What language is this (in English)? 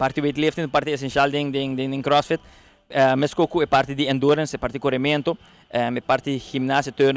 Papiamento